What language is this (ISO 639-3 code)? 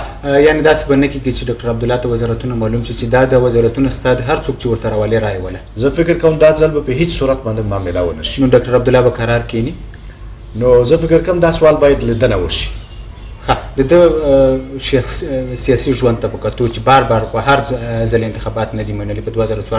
pus